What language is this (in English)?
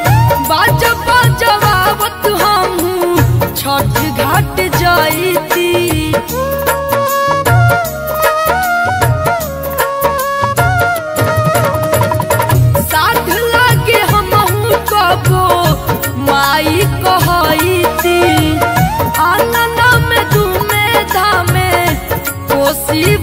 Bhojpuri